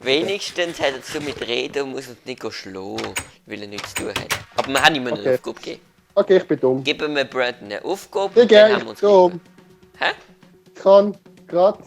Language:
Swiss German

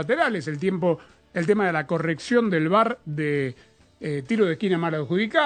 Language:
Spanish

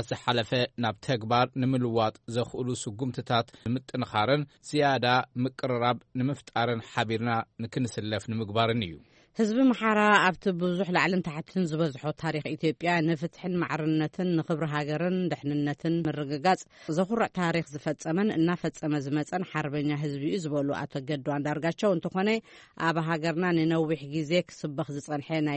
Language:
Tigrinya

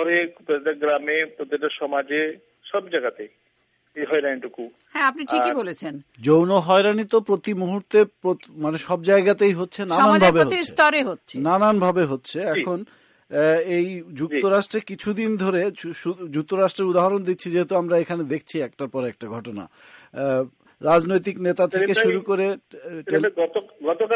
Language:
Bangla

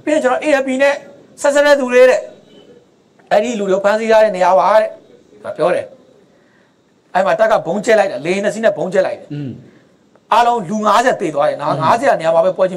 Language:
Burmese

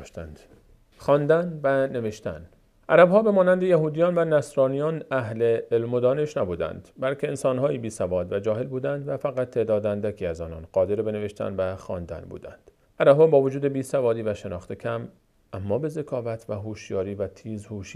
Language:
Persian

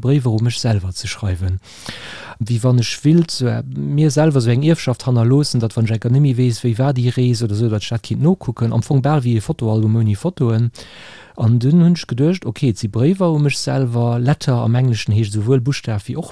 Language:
Luxembourgish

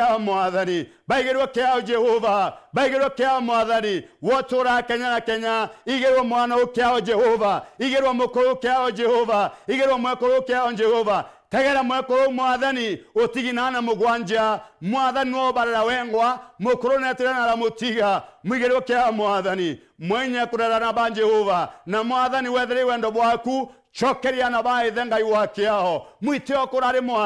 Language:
Meru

